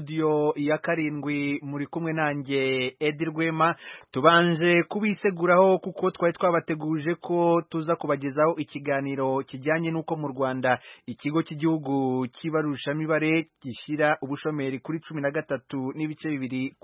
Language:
Kinyarwanda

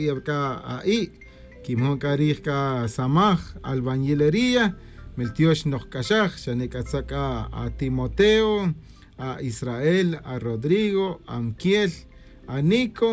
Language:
Kaqchikel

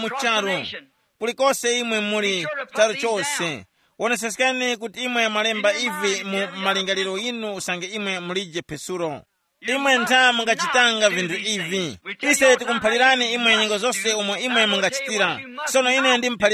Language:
Tumbuka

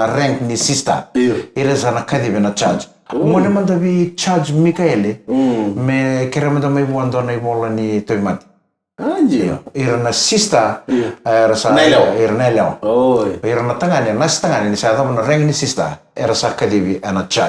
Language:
Fijian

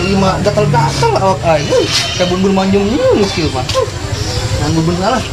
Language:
Sundanese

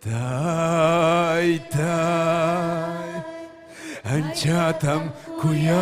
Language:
Ayacucho Quechua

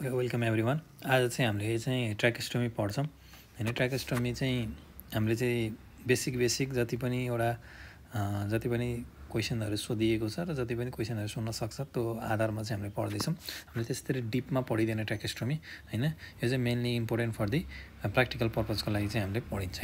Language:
Nepali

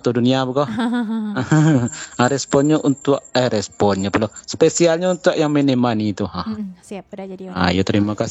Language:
Minangkabau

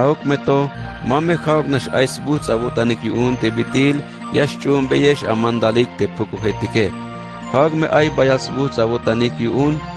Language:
Tzeltal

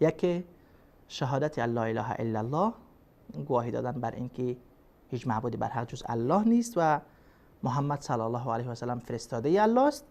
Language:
Persian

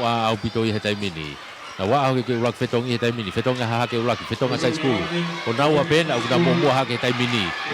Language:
Tongan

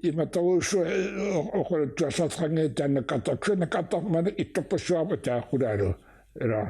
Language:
Kalaallisut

